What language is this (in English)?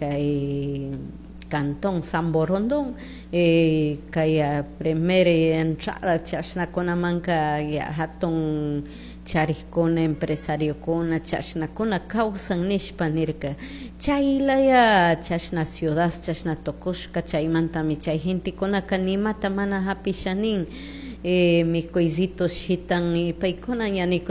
Chimborazo Highland Quichua